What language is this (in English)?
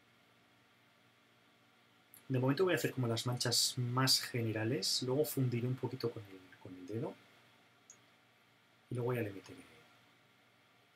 Spanish